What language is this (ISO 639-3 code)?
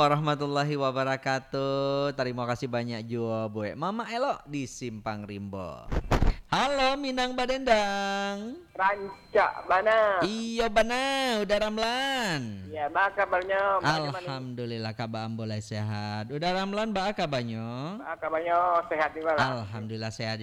min